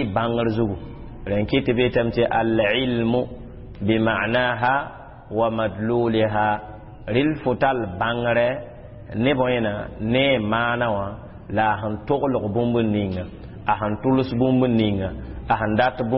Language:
Mossi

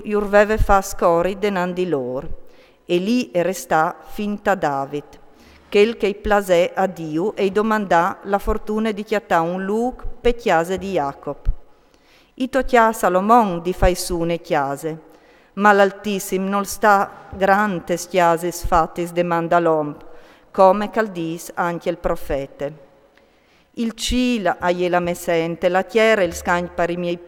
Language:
Friulian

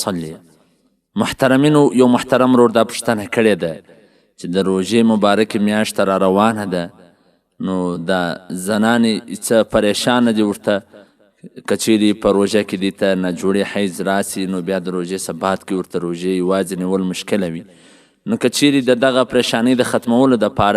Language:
Pashto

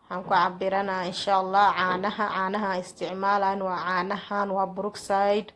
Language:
Somali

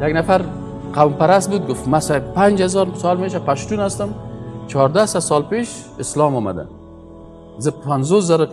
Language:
Persian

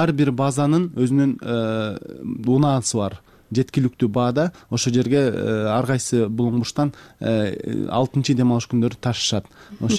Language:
Kyrgyz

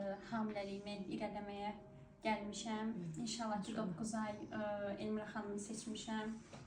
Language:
Azerbaijani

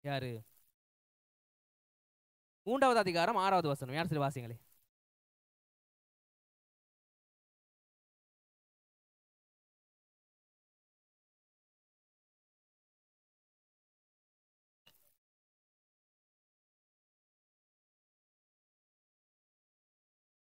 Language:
Tamil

